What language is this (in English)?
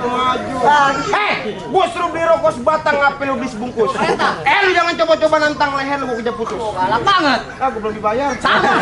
Betawi